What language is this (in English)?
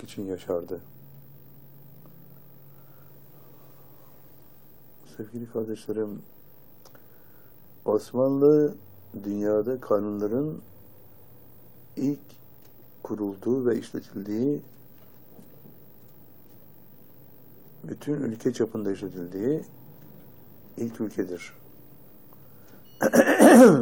Turkish